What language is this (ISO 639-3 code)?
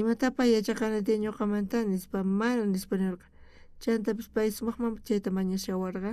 quh